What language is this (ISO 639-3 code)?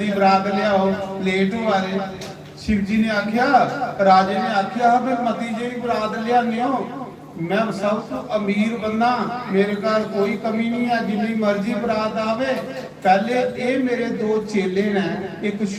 doi